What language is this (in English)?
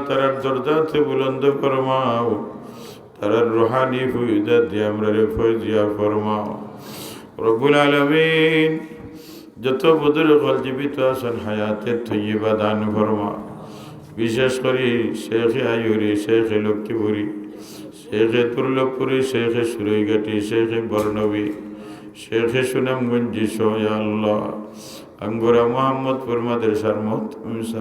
Sylheti